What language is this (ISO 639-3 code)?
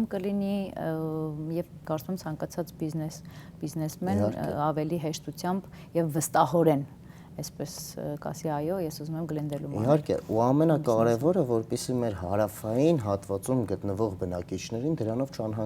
hyw